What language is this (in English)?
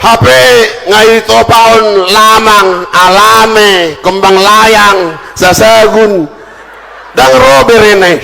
Batak Toba